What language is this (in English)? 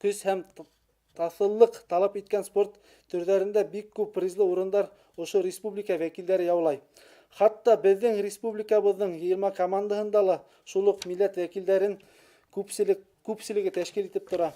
Bashkir